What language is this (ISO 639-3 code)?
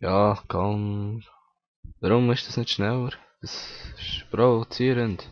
gsw